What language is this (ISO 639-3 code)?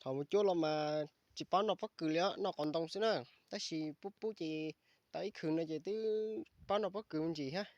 hmn